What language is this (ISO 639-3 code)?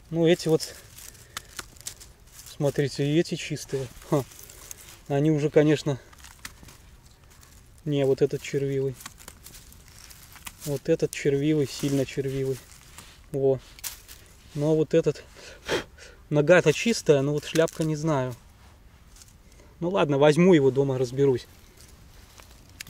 rus